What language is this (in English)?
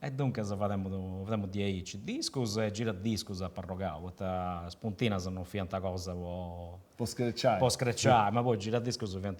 Sardinian